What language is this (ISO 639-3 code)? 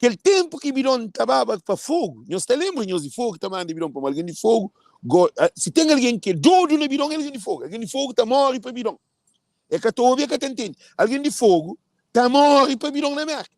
kea